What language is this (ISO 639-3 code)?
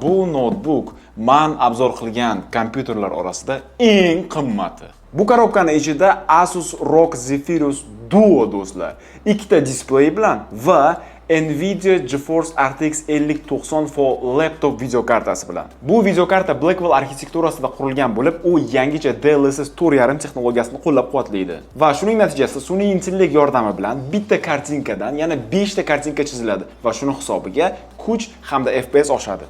uzb